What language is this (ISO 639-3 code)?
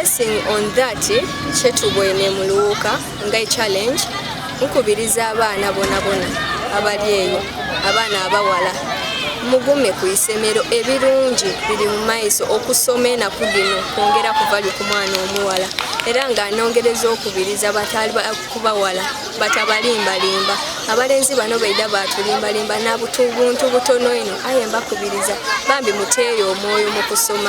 xog